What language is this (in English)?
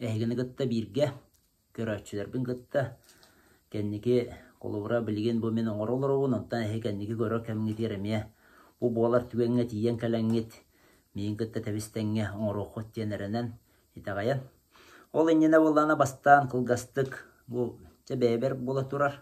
Yakut